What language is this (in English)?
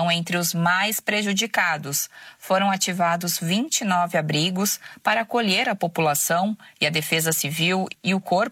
Portuguese